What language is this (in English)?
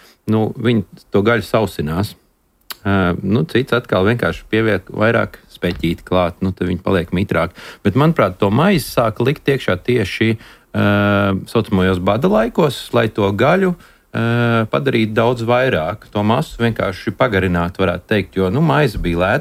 Latvian